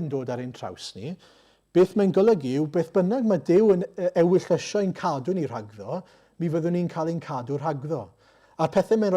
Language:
Welsh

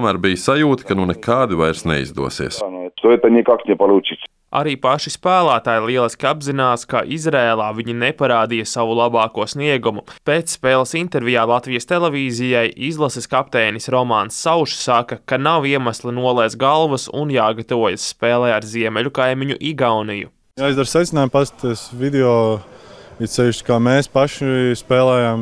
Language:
Latvian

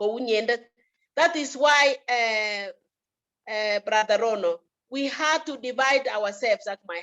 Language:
Kalenjin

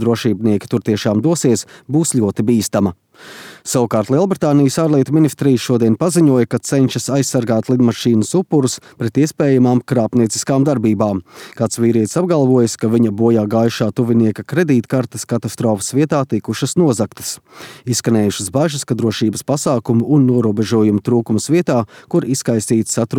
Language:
Latvian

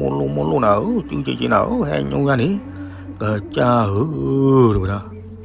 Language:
S'gaw Karen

